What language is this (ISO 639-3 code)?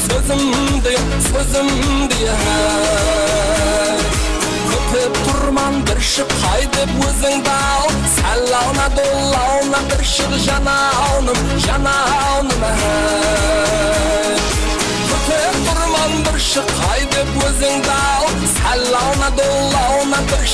kaa